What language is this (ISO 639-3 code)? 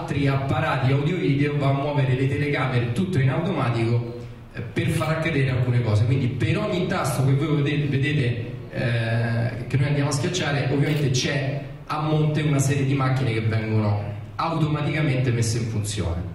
ita